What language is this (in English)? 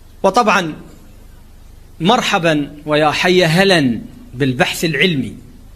Mesopotamian Arabic